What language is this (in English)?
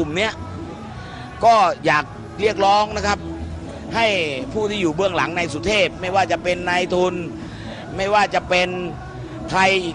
Thai